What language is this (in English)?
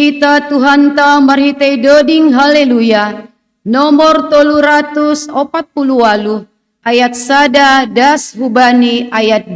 Batak Simalungun